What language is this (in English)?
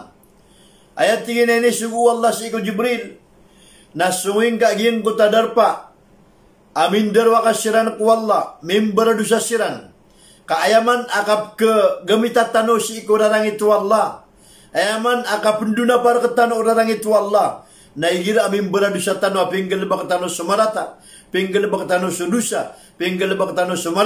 Maranao